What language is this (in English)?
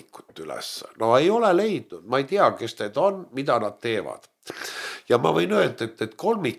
Estonian